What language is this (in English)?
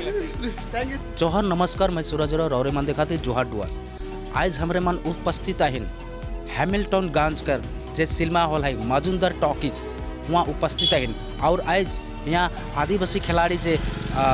Sadri